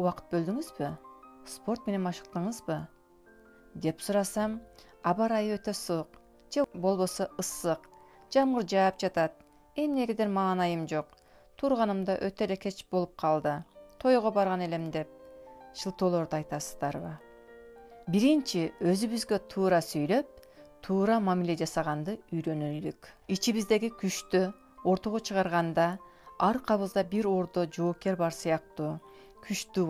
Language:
Kyrgyz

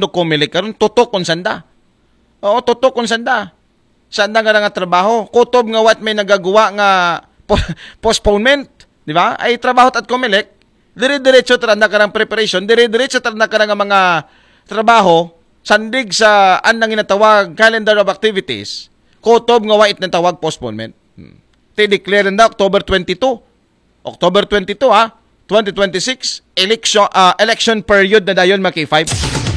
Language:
Aklanon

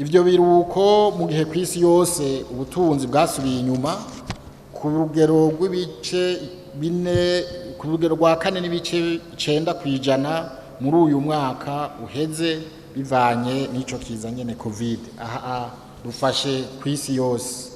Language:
Rundi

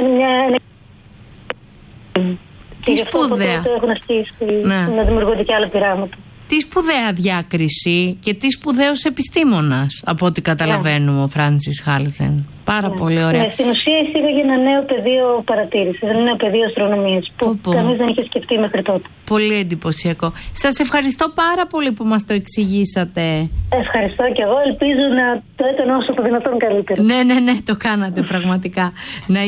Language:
Greek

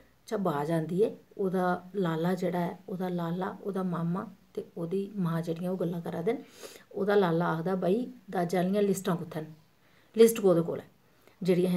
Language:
Dogri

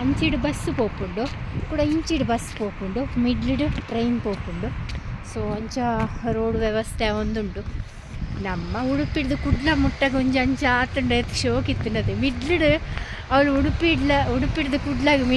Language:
Tulu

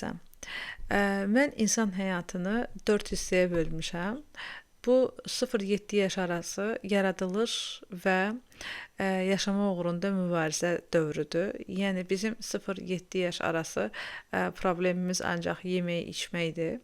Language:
Azerbaijani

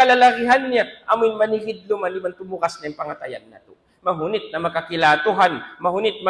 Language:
Tausug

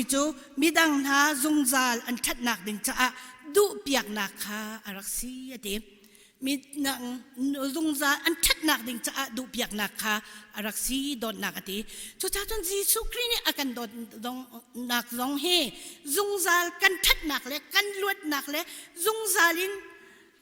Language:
Hakha Chin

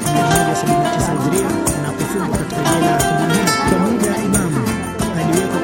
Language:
Swahili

